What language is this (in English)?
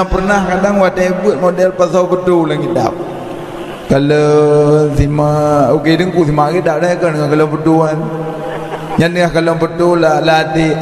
Achinese